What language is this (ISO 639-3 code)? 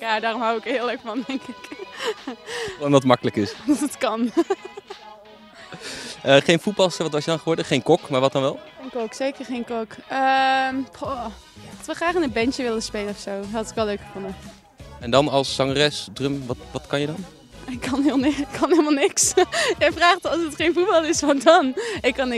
nld